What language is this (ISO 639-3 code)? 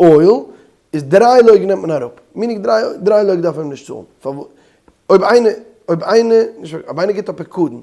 yid